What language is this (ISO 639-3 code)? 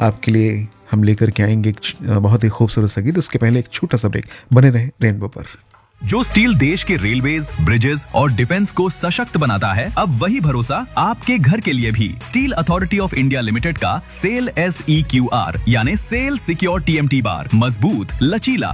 hin